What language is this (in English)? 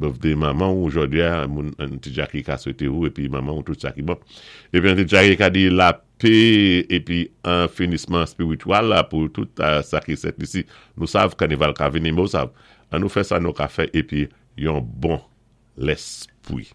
Saint Lucian Creole French